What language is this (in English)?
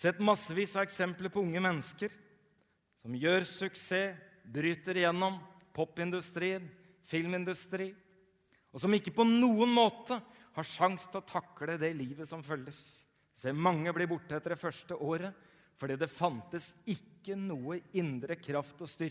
Norwegian